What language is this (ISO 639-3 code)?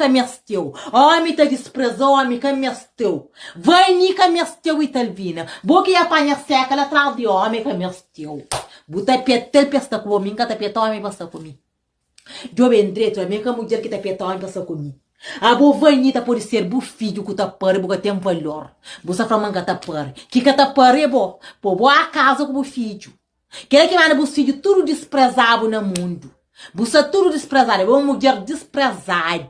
kea